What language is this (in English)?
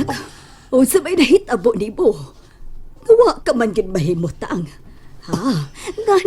Cebuano